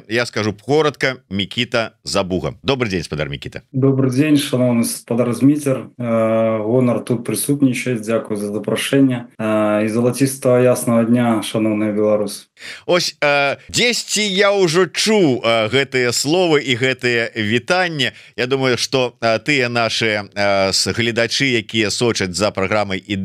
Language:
Belarusian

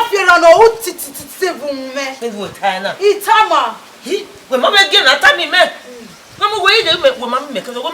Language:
Bini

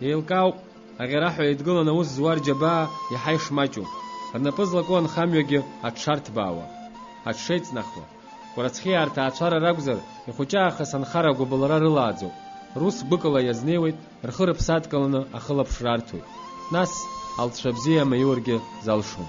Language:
Abkhazian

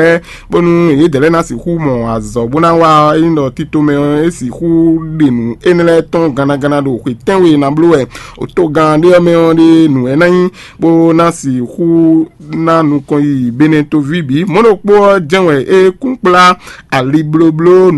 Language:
Fon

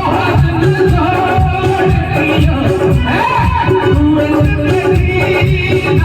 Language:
Maithili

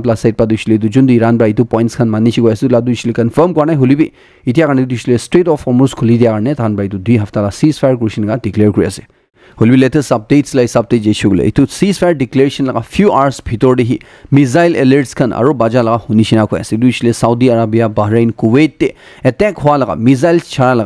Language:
Naga Pidgin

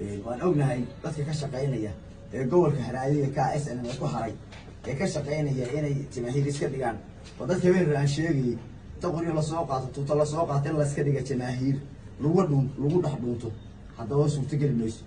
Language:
Somali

